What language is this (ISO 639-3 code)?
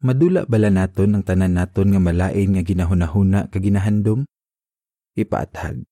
hil